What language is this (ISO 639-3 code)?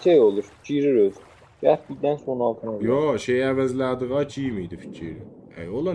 azb